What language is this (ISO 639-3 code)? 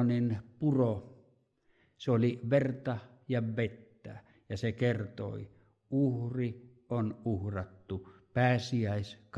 fin